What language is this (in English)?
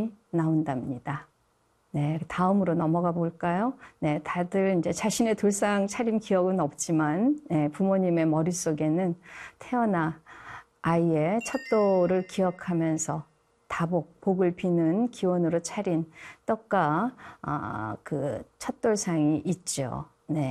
Korean